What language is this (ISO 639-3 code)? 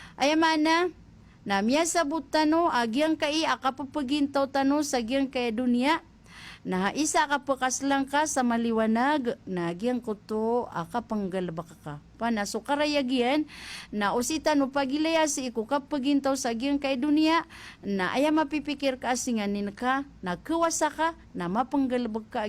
mrw